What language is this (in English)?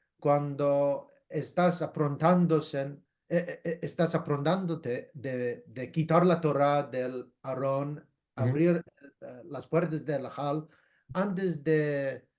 Ladino